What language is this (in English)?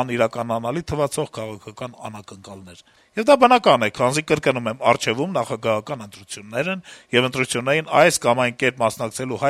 Armenian